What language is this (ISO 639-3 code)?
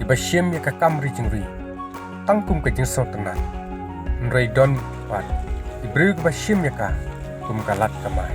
kha